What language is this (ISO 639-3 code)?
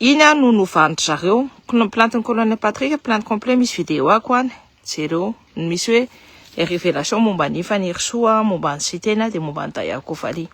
mlg